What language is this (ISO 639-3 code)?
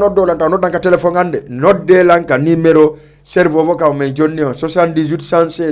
ful